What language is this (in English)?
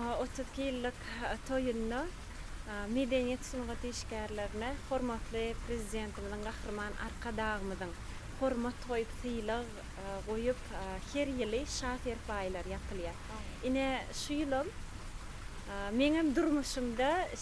Turkmen